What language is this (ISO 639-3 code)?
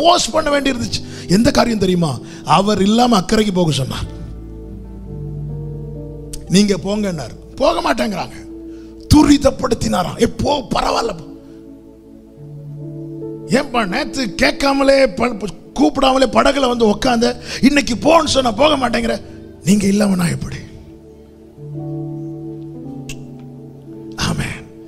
tam